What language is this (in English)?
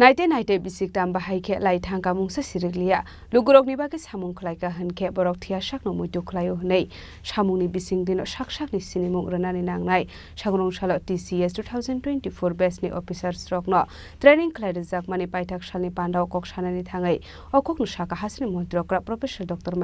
Kok Borok